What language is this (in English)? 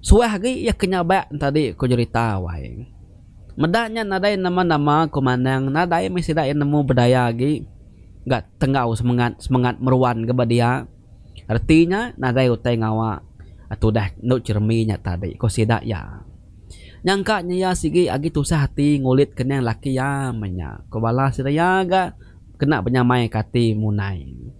Iban